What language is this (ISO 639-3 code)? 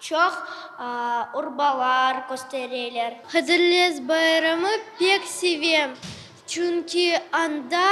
crh